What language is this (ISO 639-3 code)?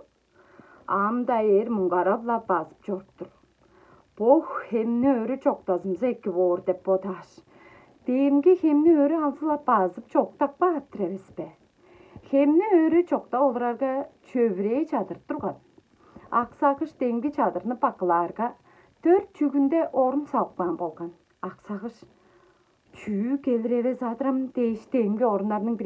tyv